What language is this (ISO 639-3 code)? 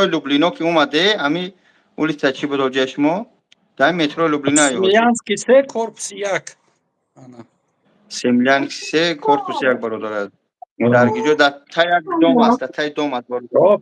tgk